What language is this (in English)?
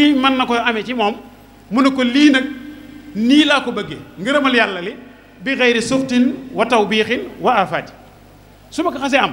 Wolof